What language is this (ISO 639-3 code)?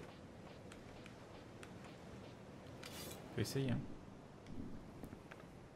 fra